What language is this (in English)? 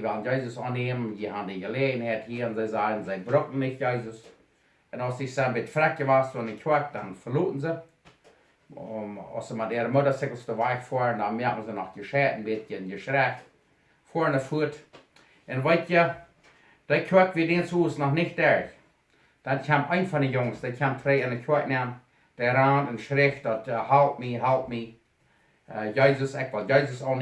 Plautdietsch